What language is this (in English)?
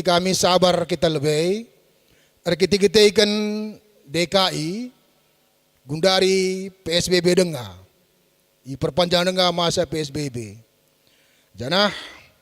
Batak Karo